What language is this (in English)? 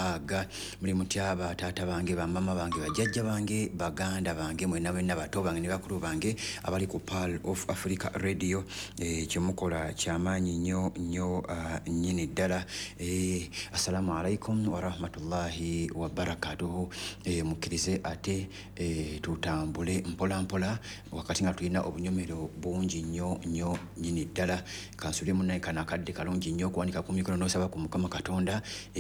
Ganda